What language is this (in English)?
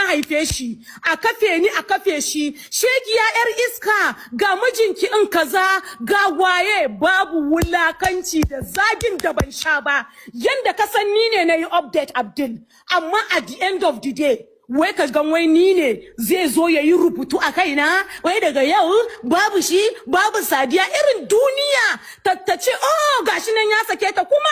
Hausa